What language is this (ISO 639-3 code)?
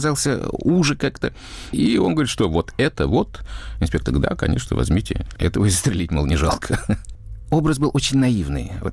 rus